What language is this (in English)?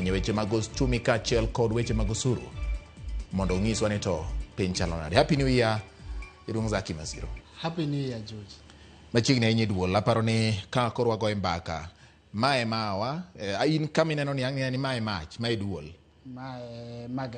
Luo (Kenya and Tanzania)